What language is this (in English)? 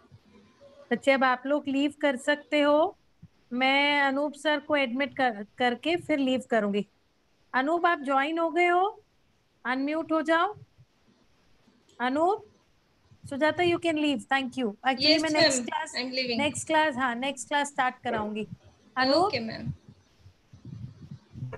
Hindi